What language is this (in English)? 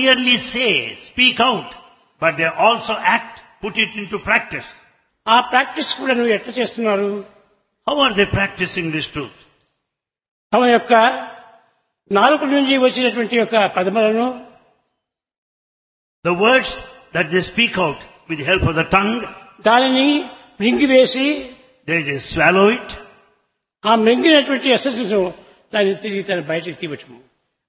Telugu